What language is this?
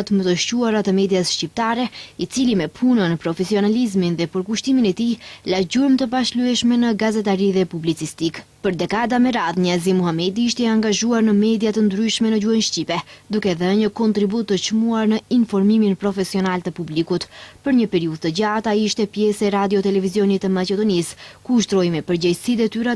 Albanian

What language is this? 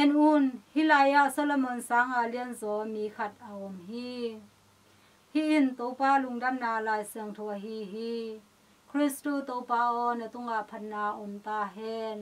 Tedim Chin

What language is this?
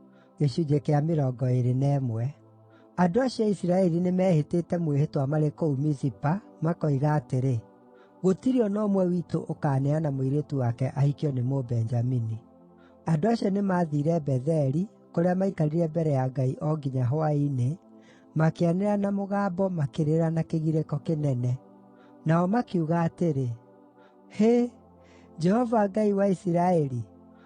Kikuyu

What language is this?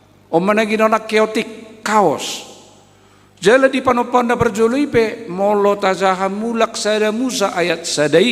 Batak Toba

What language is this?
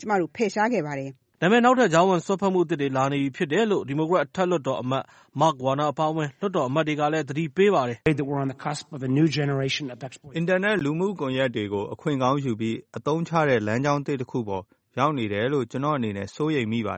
Burmese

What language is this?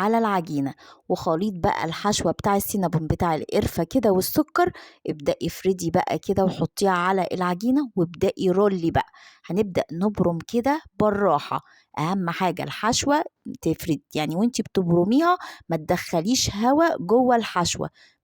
Egyptian Arabic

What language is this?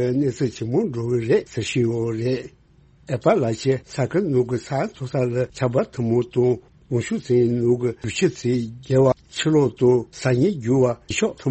Tibetan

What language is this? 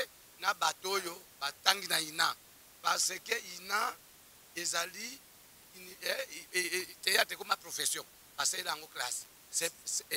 Lingala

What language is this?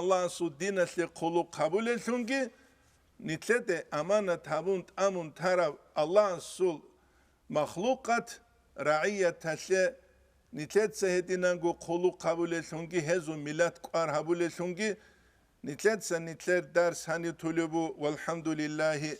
Avaric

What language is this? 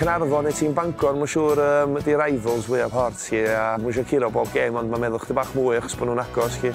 Welsh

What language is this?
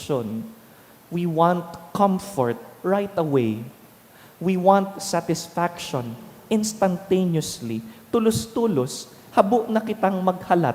Bikol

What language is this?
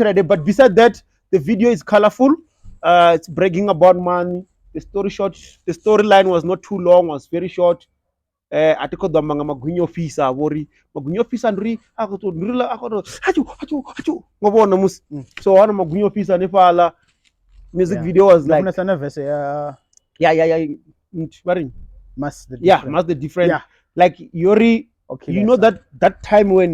Venda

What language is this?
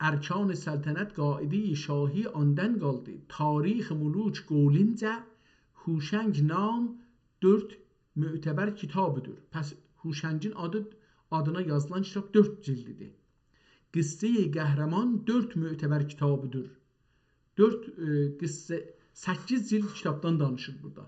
South Azerbaijani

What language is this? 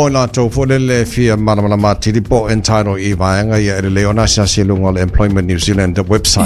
Samoan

